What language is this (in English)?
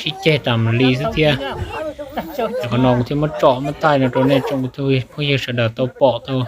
Hmong